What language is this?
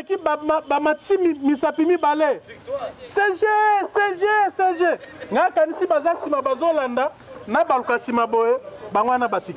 Lingala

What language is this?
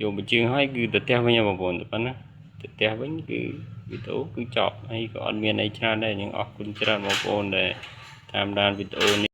Khmer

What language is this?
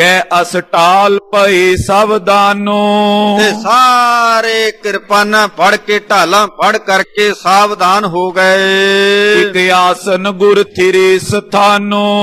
Punjabi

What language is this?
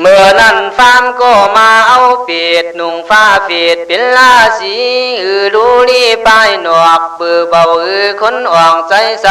Khün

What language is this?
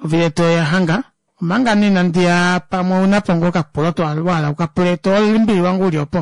Kuanyama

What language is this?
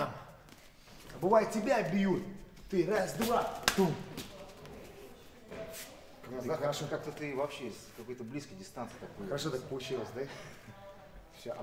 Russian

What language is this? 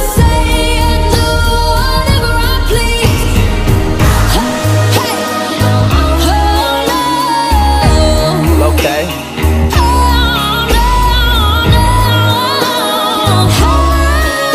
English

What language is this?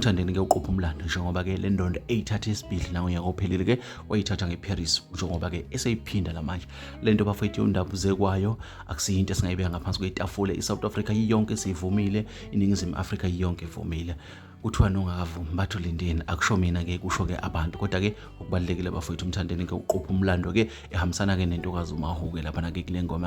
Zulu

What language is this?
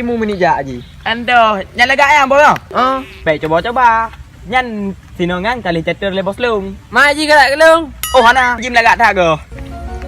Achinese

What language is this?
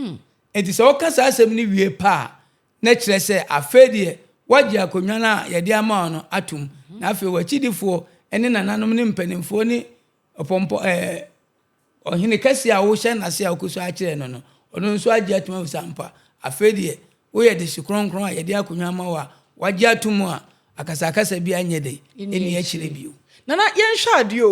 Akan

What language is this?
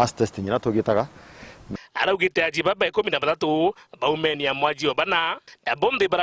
Meru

